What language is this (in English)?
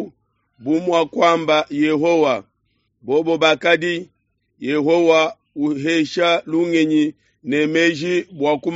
Luba-Lulua